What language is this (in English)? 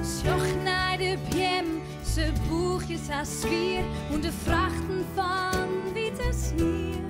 Western Frisian